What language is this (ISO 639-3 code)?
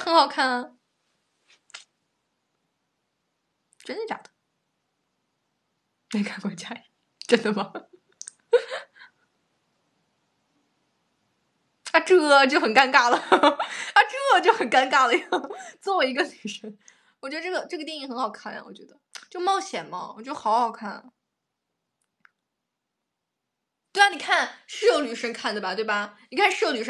zho